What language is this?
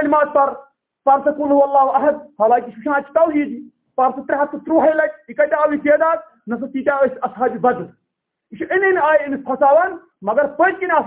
Kashmiri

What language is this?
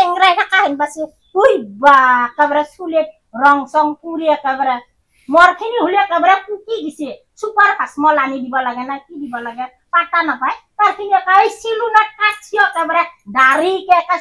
Assamese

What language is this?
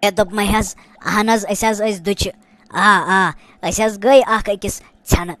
Kashmiri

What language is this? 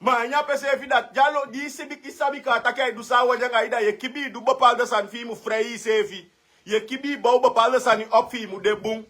Sranan Tongo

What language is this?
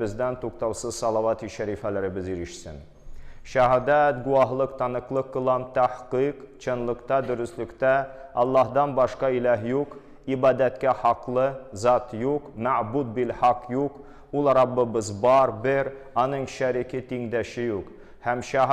Tatar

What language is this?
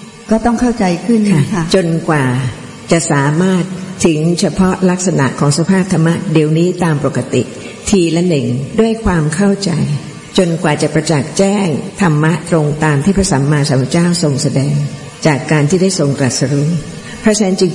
Thai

